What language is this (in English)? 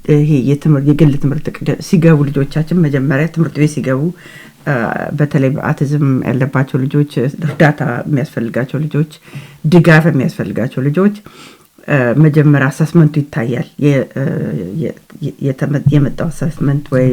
Amharic